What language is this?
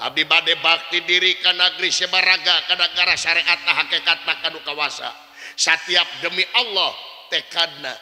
Sundanese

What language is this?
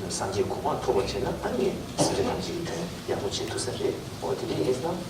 Tibetan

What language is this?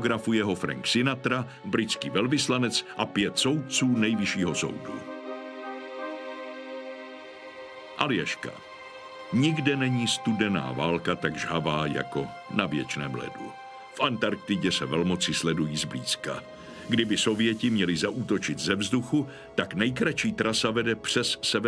Czech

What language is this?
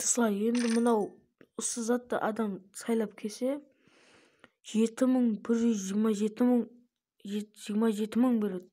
Kara-Kalpak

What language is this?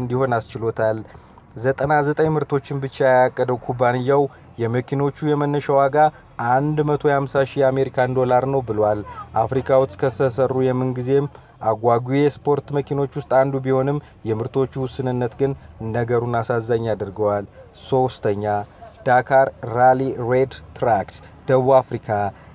Amharic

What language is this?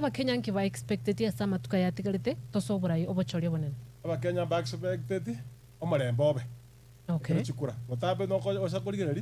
Gusii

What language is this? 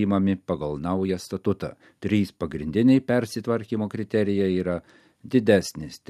Lithuanian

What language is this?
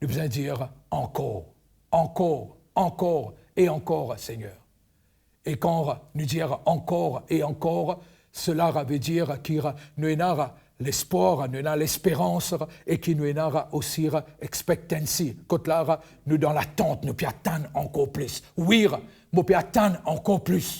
Morisyen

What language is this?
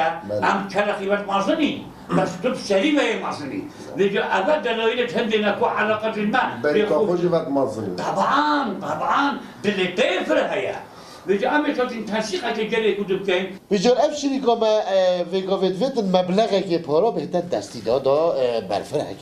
Kurdish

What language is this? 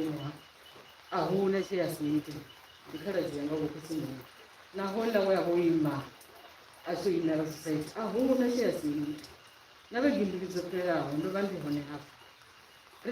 Venda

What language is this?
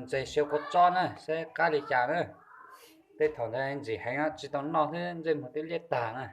Hmong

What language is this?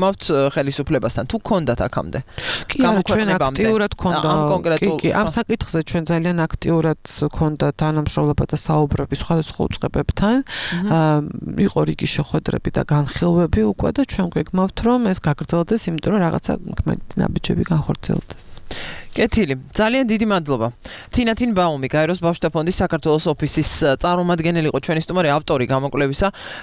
Georgian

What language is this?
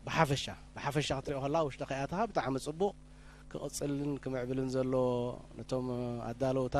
Tigrinya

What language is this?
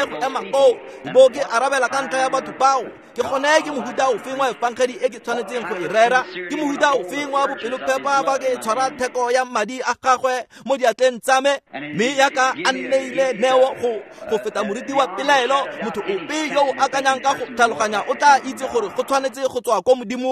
Tswana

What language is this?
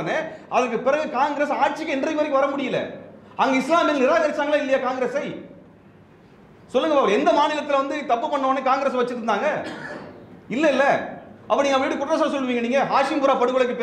Tamil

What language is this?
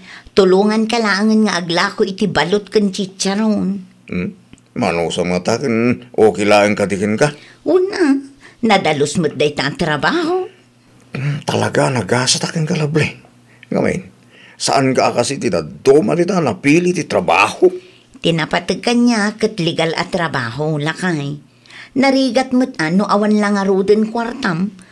Iloko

